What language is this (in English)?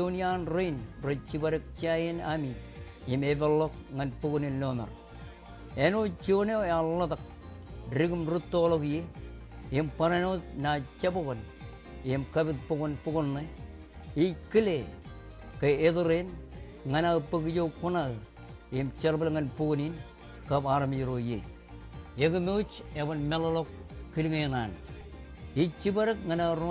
Marshallese